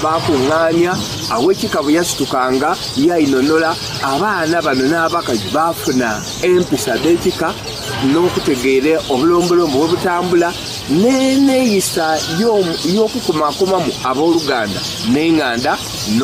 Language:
Soga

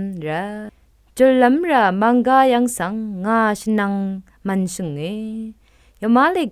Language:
Rawang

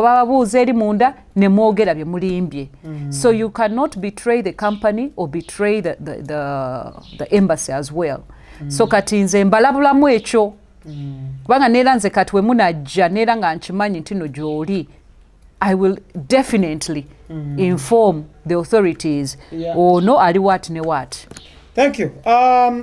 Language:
Ganda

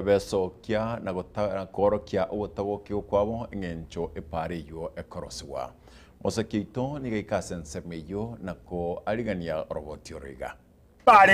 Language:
Gusii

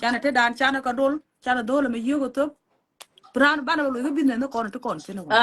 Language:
Nuer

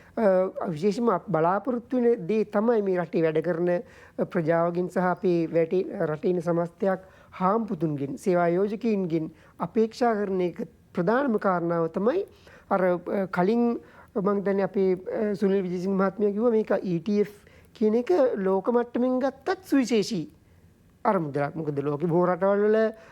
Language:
Sinhala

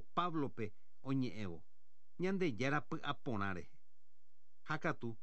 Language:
Guarani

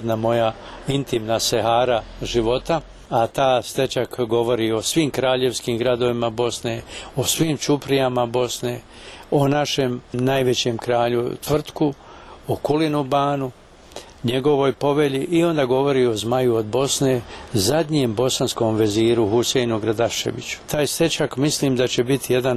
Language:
Bosnian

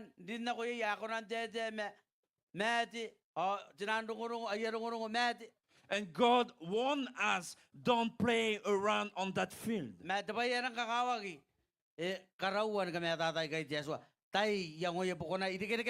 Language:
Gilbertese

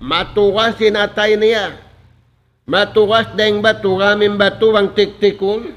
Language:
Tausug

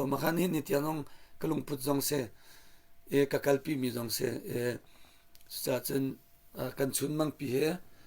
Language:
Hakha Chin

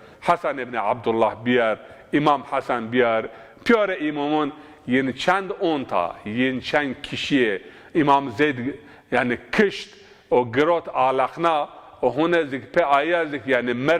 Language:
Zaza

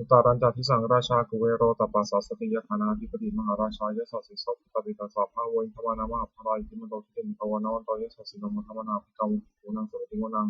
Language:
Pali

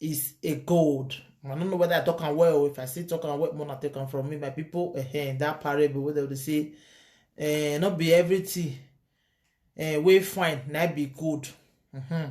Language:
Nigerian Pidgin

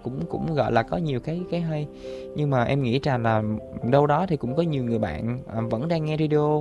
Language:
Vietnamese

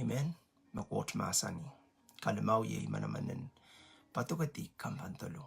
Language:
Pohnpeian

